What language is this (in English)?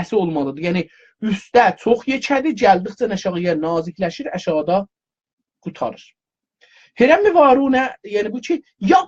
South Azerbaijani